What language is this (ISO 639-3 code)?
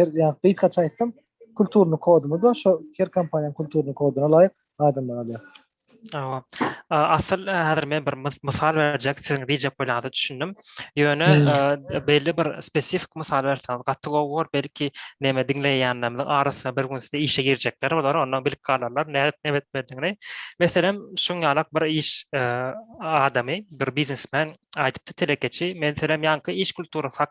tuk